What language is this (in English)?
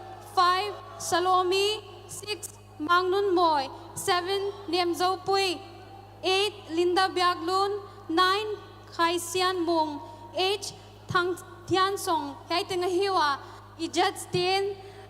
Paite Chin